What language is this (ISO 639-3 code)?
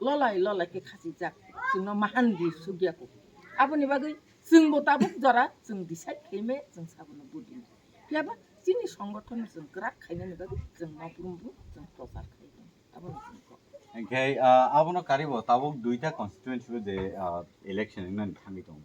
trp